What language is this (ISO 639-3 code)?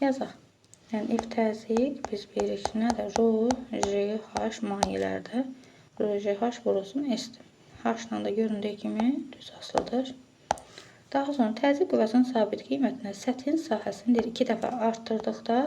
aze